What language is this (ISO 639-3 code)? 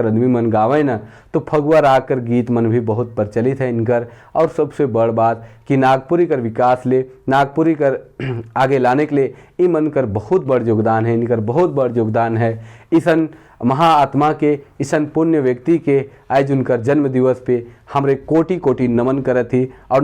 sck